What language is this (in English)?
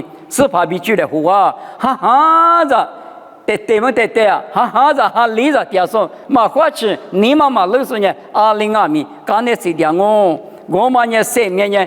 Lisu